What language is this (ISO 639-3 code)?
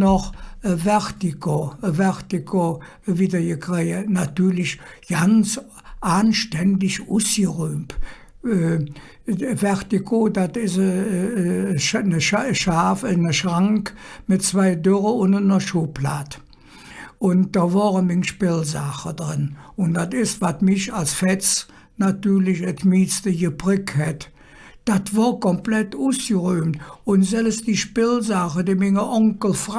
ksh